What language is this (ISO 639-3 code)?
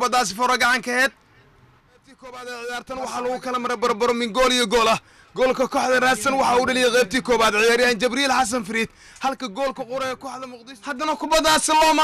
som